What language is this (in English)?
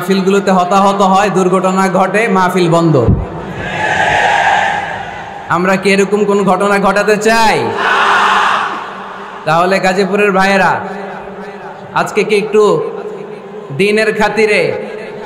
Bangla